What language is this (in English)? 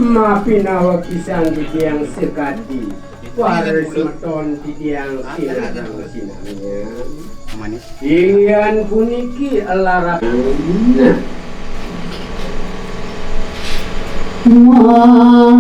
Balinese